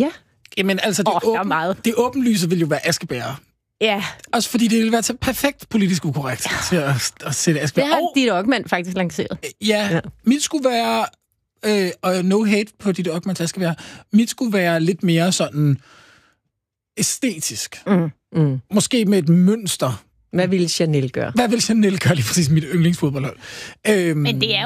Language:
Danish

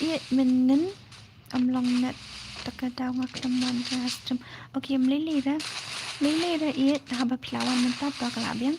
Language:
Khasi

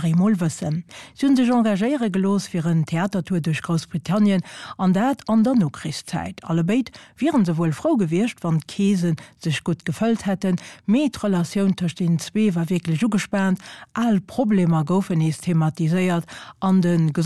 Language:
Luxembourgish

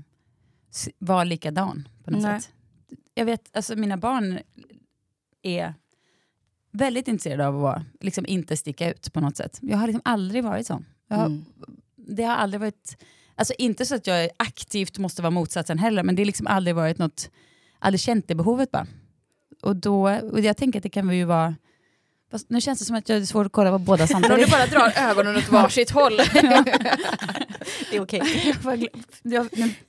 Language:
Swedish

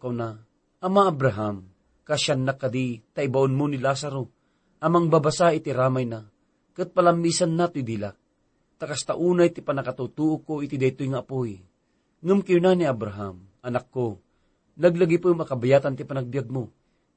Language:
Iloko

